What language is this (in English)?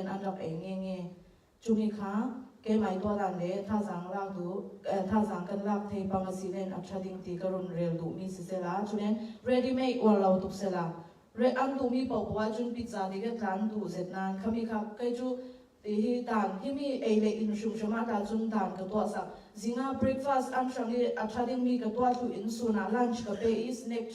Falam Chin